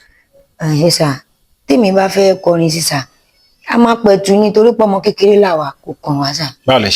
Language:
Yoruba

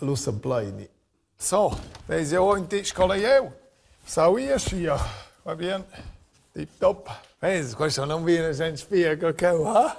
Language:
Romansh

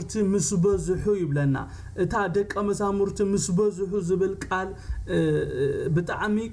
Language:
Tigrinya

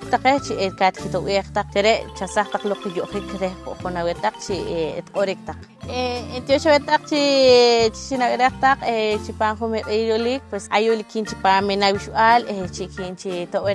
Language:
Poqomchi'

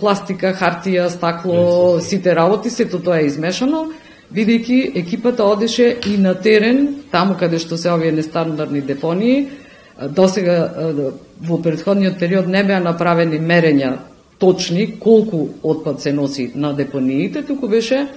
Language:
Macedonian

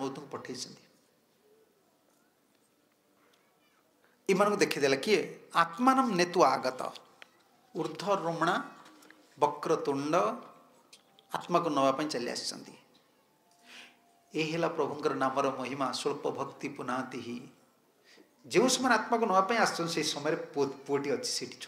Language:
Odia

